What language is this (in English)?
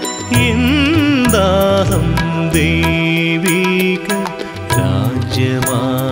Malayalam